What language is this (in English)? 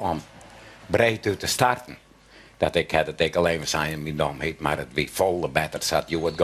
Western Frisian